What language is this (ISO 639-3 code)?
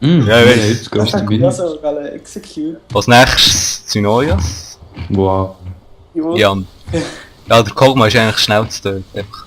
gsw